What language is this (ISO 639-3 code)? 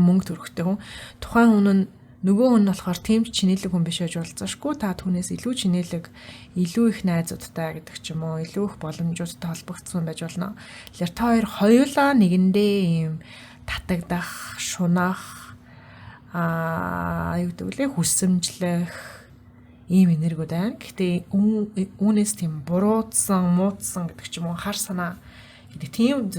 mon